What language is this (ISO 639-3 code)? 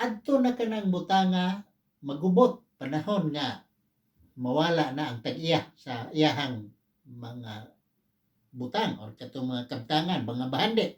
ceb